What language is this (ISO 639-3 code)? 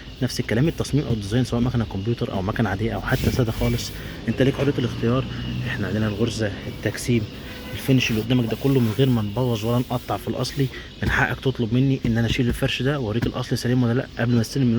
arz